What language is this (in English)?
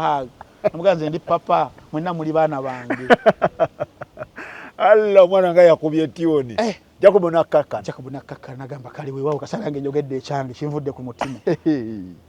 Ganda